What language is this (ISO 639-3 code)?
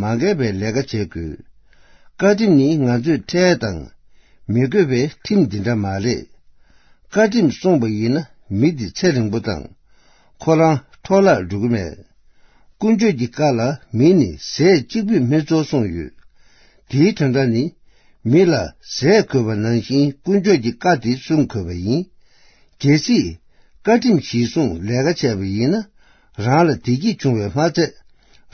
bod